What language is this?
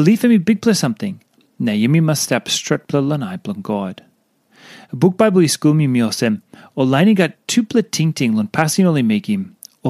Tok Pisin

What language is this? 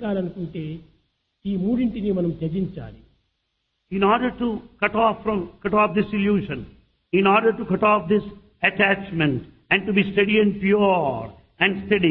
Telugu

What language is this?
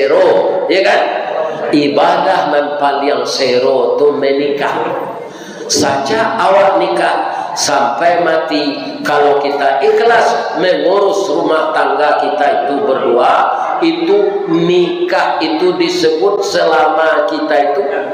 Minangkabau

